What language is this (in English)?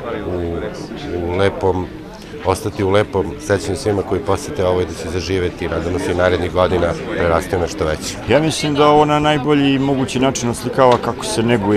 Serbian